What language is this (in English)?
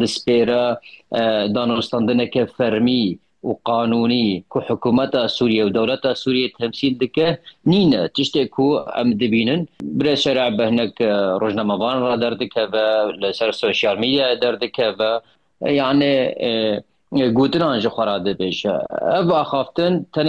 Kurdish